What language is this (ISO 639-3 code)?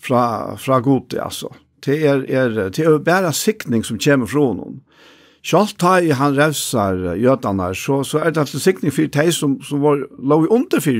fao